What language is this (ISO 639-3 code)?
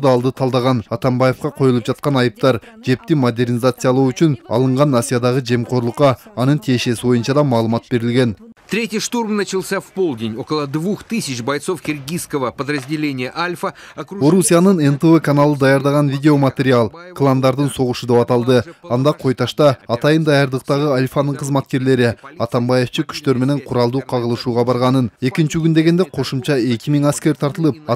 kir